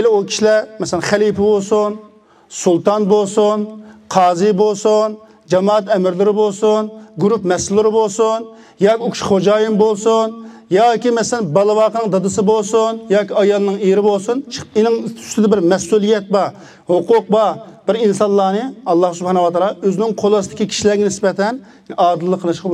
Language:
Uyghur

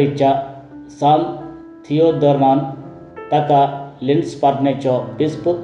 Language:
Konkani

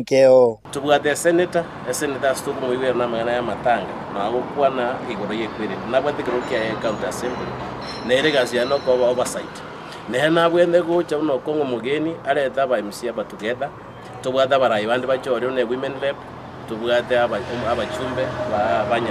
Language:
Gusii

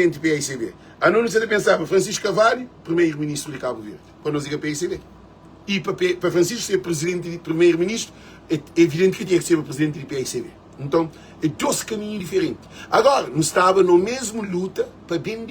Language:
Kabuverdianu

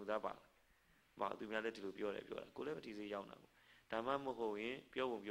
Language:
Burmese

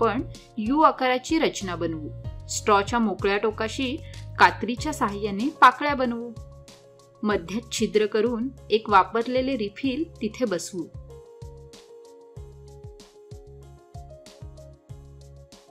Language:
Marathi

